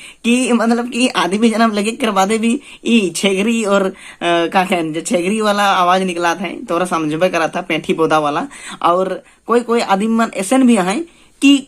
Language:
Sadri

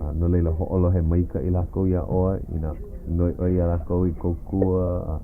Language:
Hawaiian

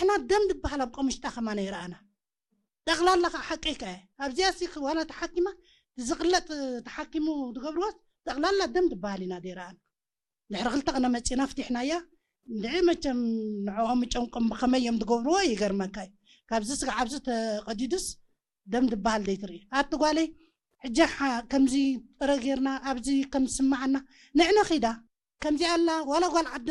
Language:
Tigrinya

